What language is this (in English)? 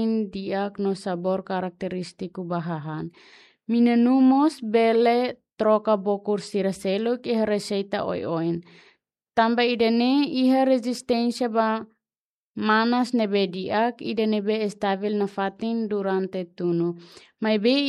Tetum